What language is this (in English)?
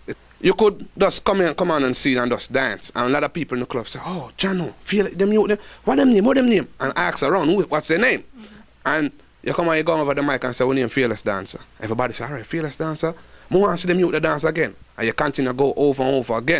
Jamaican Creole English